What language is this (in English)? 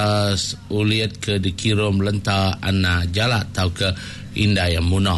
Iban